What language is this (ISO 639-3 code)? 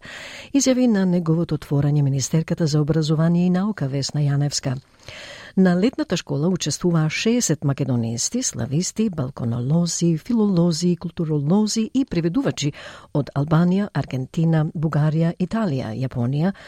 mkd